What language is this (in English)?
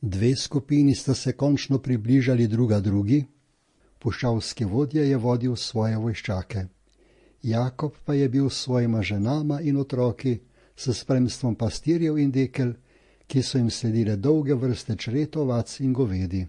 Slovenian